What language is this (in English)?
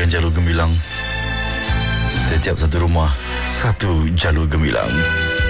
Malay